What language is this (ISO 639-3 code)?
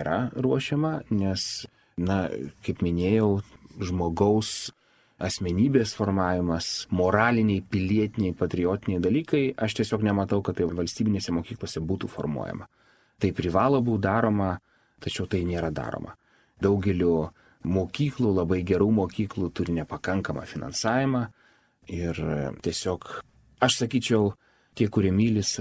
lit